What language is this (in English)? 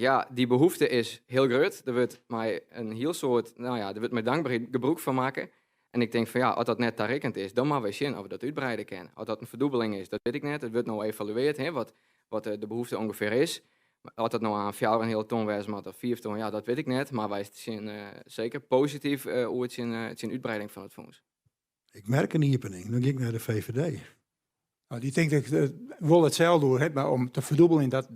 Western Frisian